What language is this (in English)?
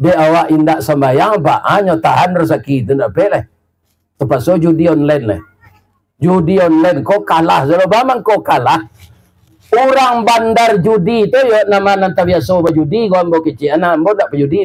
Minangkabau